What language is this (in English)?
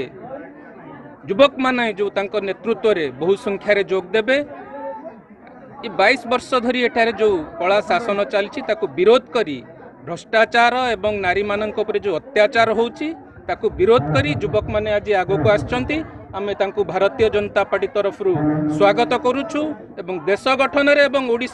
Odia